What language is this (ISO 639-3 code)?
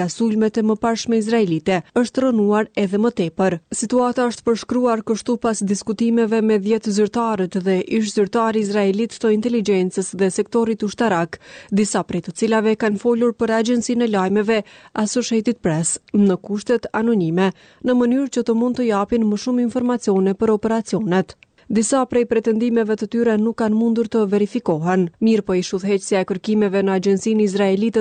sqi